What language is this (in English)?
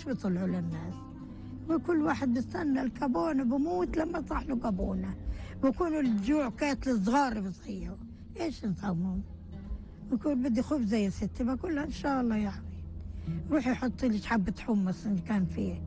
North Levantine Arabic